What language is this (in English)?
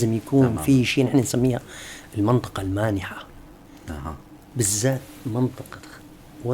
North Levantine Arabic